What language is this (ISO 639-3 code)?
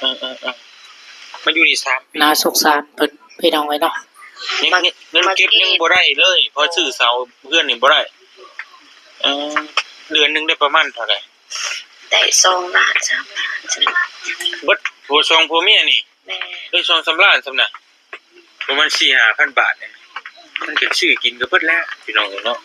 lao